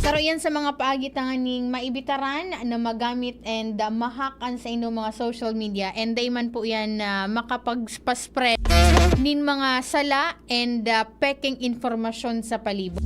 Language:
Bikol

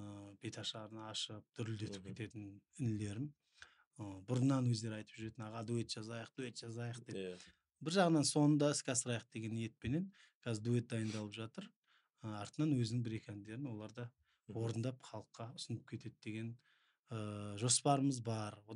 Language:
Kazakh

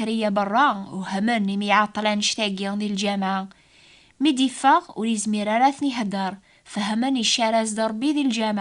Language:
Kabyle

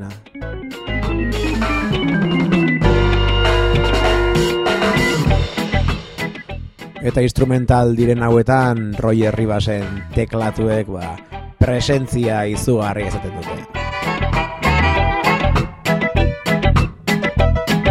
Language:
Basque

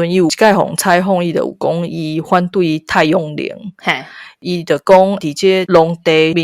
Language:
Min Nan Chinese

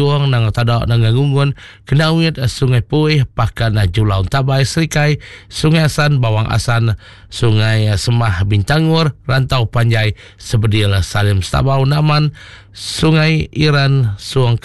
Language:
Iban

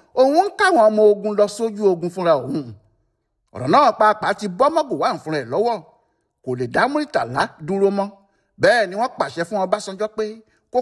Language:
Yoruba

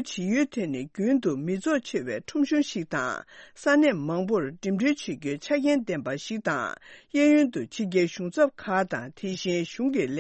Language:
Tibetan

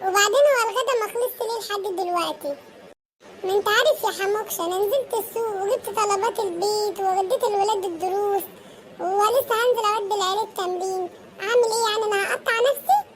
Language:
Egyptian Arabic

